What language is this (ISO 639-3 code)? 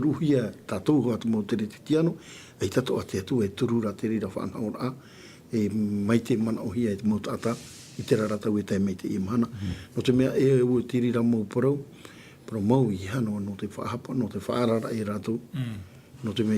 tah